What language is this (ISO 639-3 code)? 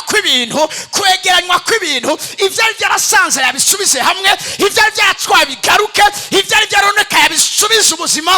run